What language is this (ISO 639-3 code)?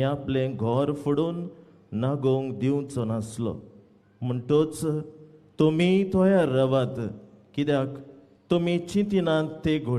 kok